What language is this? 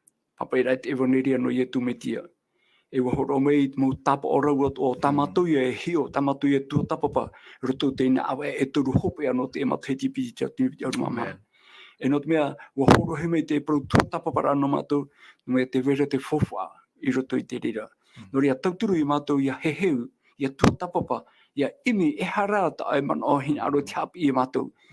Tahitian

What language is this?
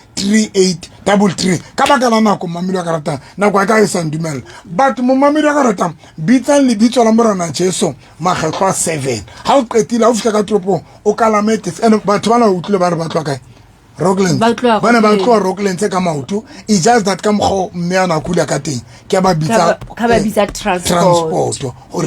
Southern Sotho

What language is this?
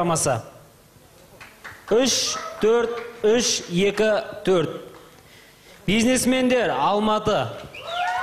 Kazakh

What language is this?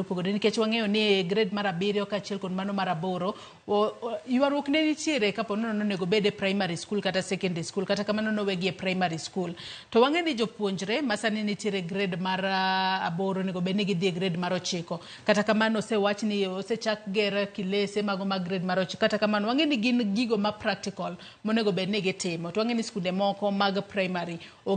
Luo (Kenya and Tanzania)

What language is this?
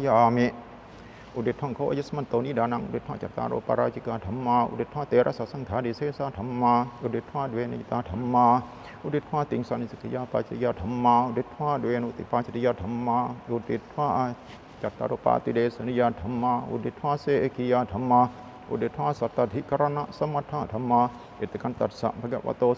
Pali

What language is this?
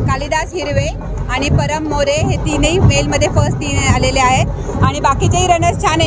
Marathi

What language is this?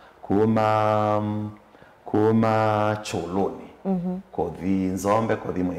Kamba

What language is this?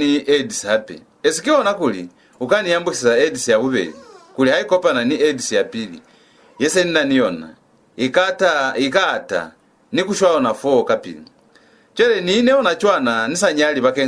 Lozi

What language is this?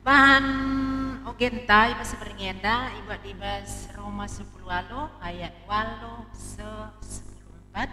Batak Karo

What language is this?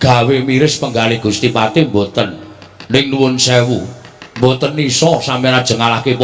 Javanese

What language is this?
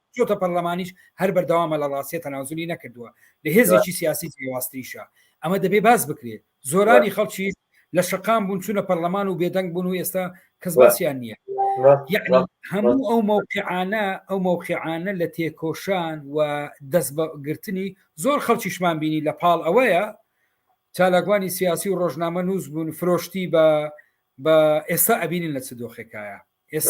Central Kurdish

